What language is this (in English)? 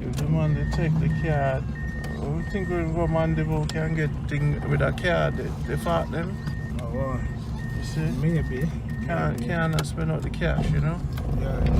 Jamaican Creole English